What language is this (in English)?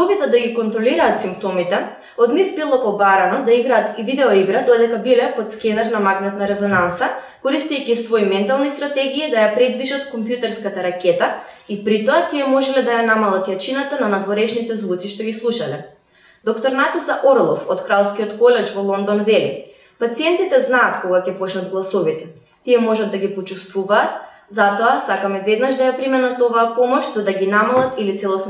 Macedonian